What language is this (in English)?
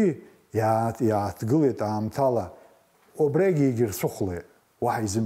Abkhazian